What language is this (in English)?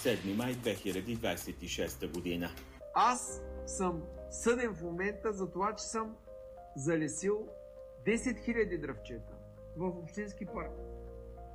Bulgarian